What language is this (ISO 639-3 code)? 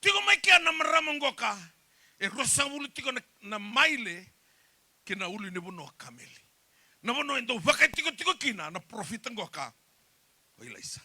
fij